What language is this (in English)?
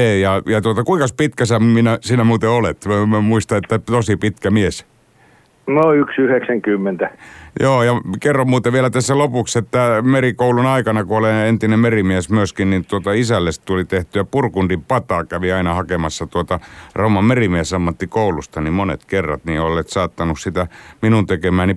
Finnish